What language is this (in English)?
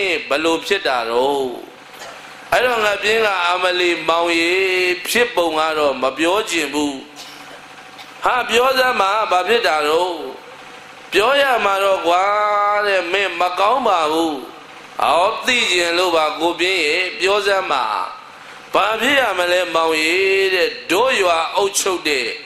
Burmese